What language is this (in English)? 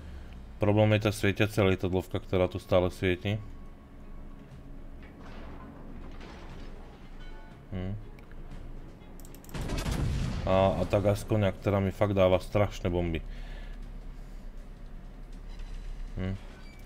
Slovak